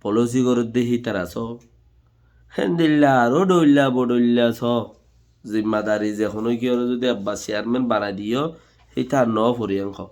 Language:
Rohingya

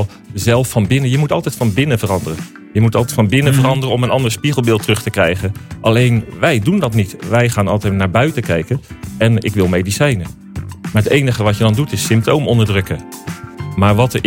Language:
Dutch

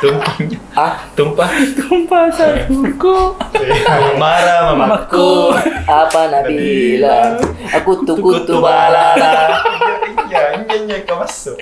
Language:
Makassar Malay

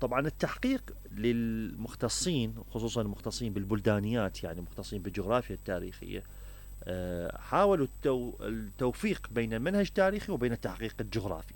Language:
Mesopotamian Arabic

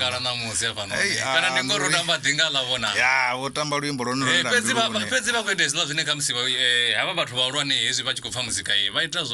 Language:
Venda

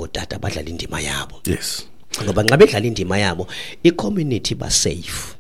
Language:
Xhosa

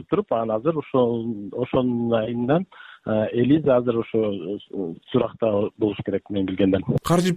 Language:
Kyrgyz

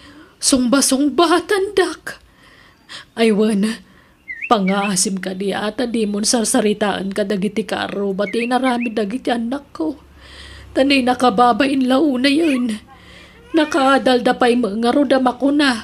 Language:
Iloko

